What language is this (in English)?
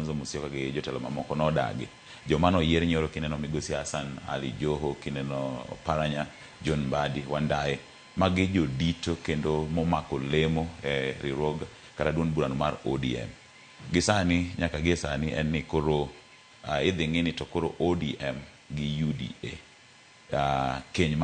Luo (Kenya and Tanzania)